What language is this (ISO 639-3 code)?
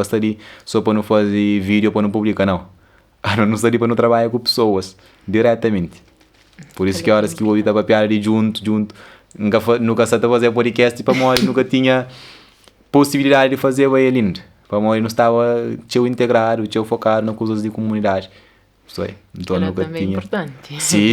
kea